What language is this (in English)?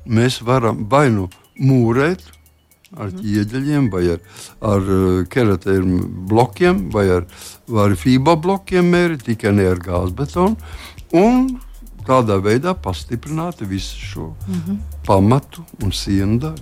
Latvian